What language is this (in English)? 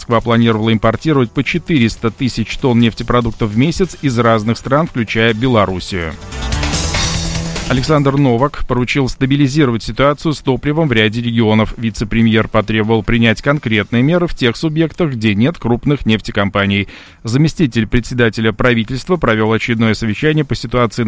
Russian